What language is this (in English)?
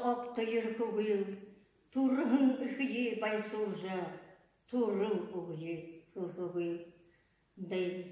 Buriat